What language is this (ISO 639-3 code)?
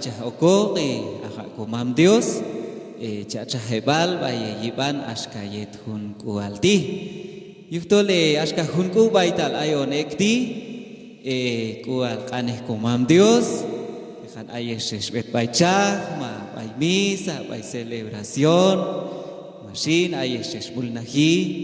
kjb